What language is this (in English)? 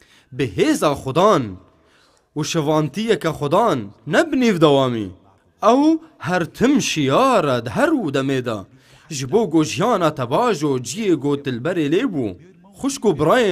Kurdish